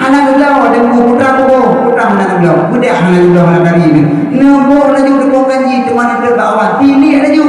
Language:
Achinese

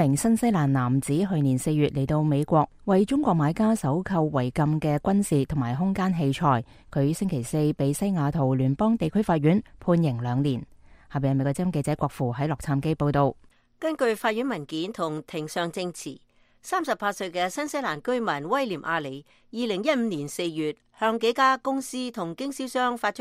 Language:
Cantonese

